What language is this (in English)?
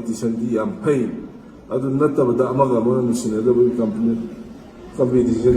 Manipuri